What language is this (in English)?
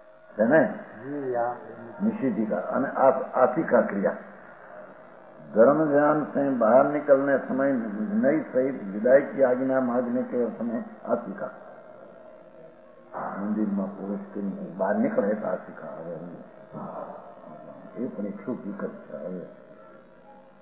Gujarati